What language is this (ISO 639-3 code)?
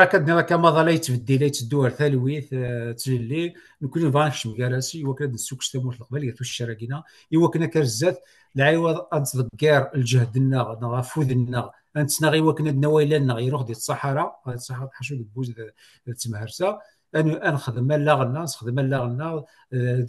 kab